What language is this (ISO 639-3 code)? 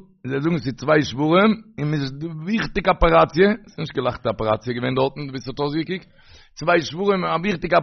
yid